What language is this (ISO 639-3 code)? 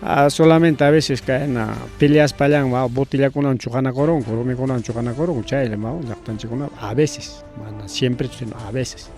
quy